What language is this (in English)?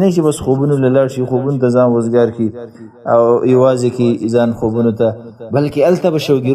Pashto